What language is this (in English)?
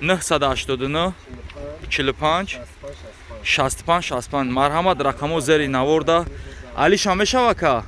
Tajik